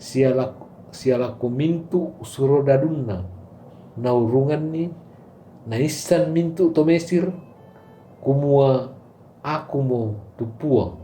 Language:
Toraja-Sa'dan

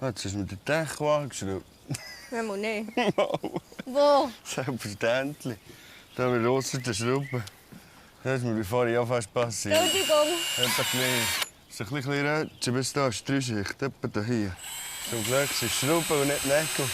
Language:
Swiss German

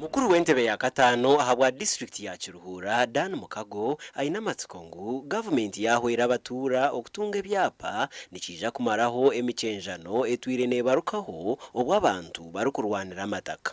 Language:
Nyankole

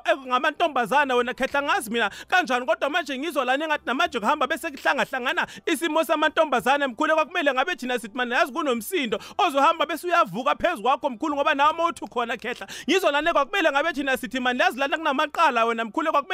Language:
South Ndebele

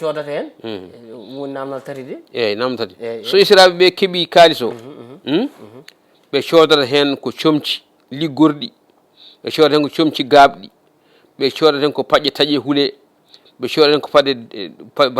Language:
Fula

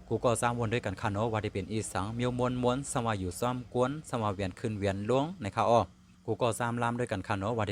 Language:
Shan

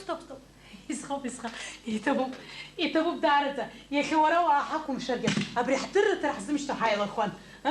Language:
Abkhazian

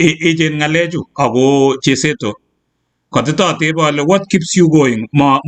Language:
Kalenjin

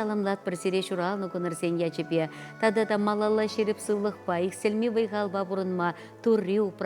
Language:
Chuvash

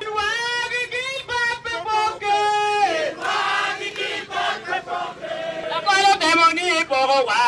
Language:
Acoli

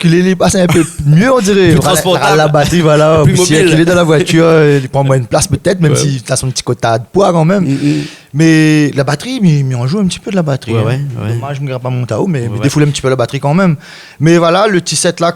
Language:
Réunion Creole French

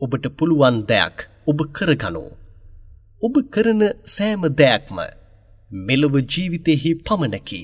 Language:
Sinhala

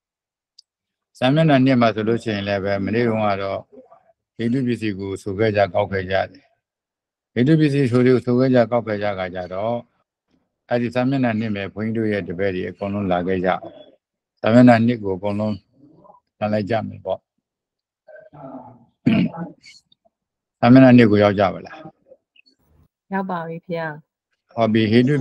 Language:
Burmese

